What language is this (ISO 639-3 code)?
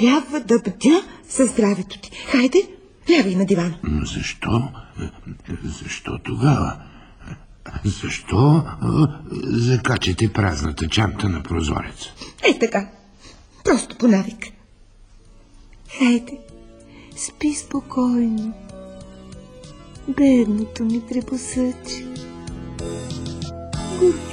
bul